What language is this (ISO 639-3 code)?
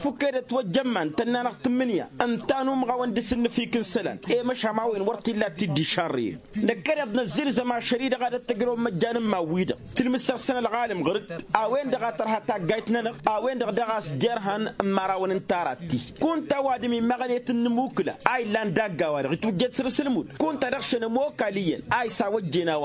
taq